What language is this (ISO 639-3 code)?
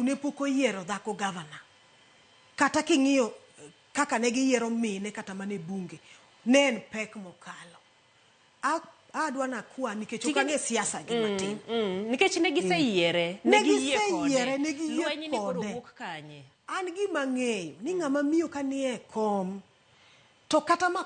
luo